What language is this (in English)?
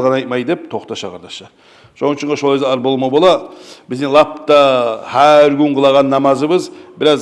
Kumyk